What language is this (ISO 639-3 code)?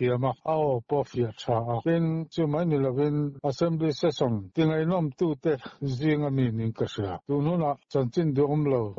lus